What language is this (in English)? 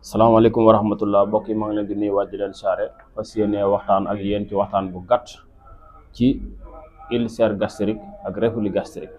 Wolof